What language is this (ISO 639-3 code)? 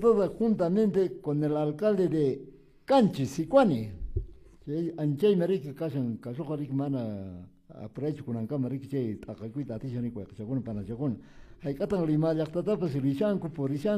que